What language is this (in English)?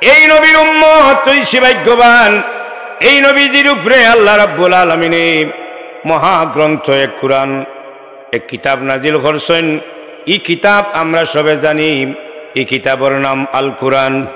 Sylheti